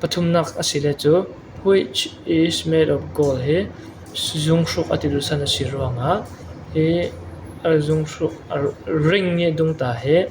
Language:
Falam Chin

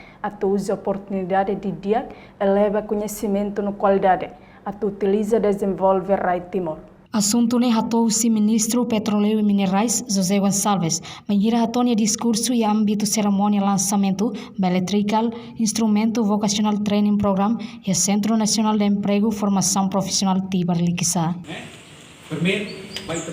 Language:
Tetum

